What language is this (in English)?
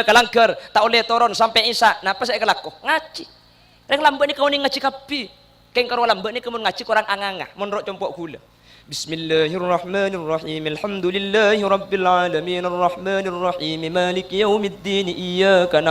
Madurese